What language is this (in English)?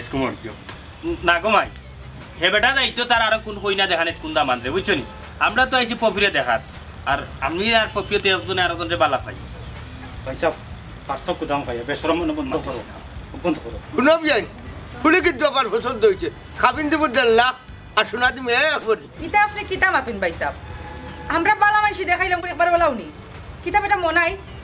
Sylheti